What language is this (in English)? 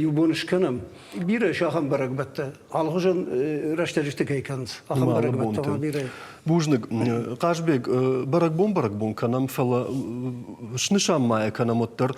Ossetic